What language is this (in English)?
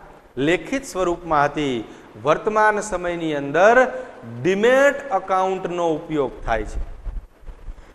Gujarati